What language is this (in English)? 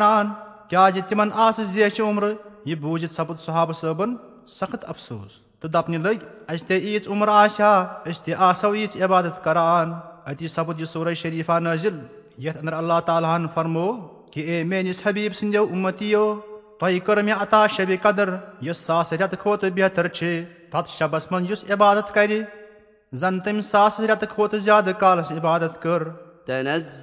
Kashmiri